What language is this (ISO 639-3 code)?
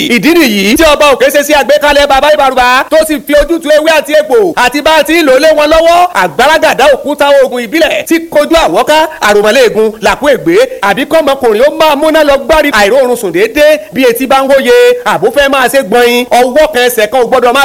yor